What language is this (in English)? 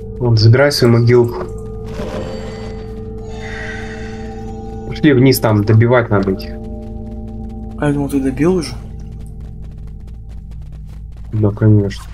Russian